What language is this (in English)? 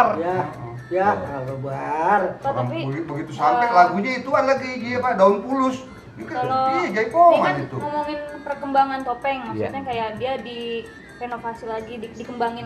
Betawi